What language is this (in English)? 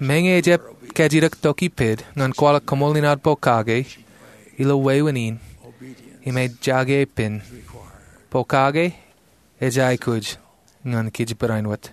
Marshallese